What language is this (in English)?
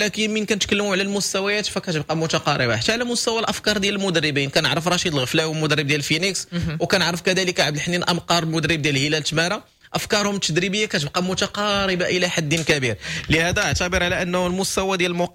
Moroccan Arabic